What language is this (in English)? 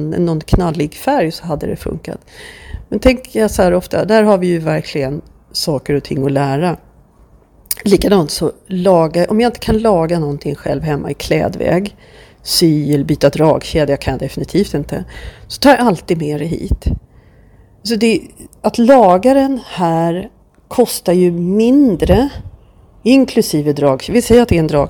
Swedish